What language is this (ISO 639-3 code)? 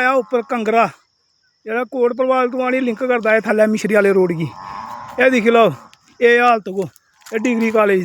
doi